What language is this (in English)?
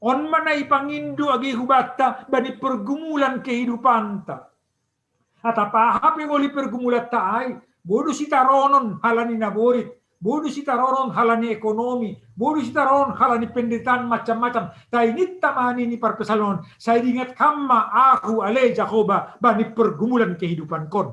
Batak Simalungun